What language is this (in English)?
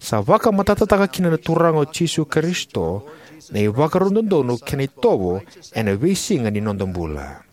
Fijian